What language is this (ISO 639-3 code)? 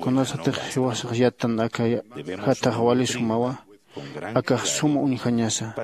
aym